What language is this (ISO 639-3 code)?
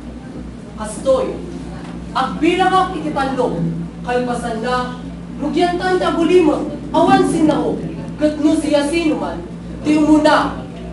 ilo